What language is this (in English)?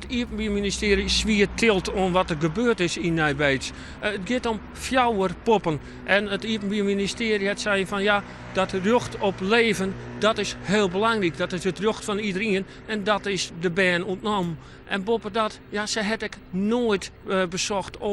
Western Frisian